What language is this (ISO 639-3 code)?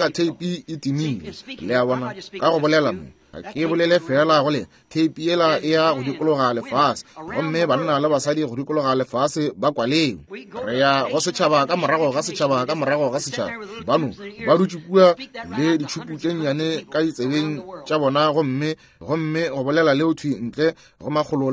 nso